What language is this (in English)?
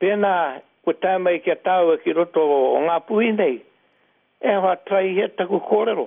Māori